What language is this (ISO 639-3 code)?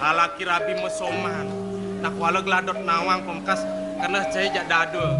ban